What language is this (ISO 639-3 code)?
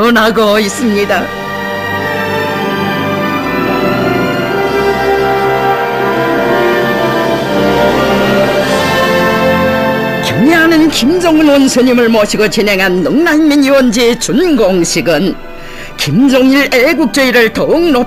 kor